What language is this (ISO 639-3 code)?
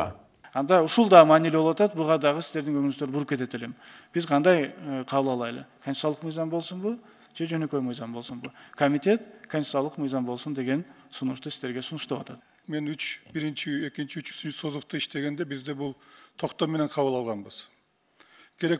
kir